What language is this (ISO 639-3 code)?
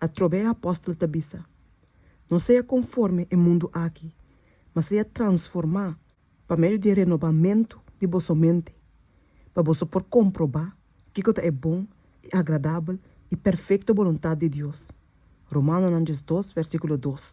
pap